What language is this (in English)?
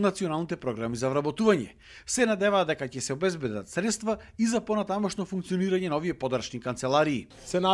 Macedonian